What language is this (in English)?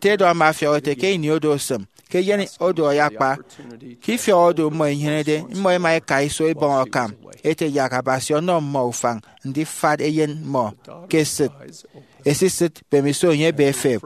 Efik